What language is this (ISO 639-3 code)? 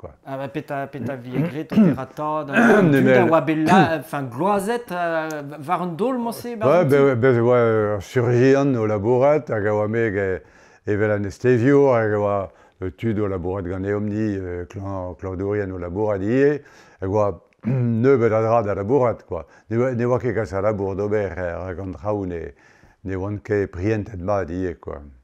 bre